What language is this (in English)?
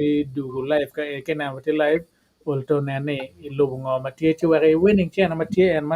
Acoli